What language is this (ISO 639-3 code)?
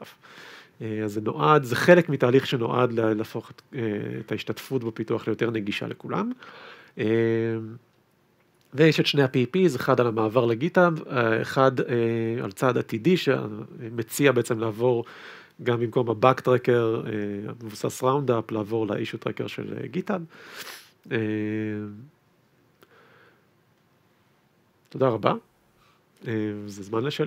heb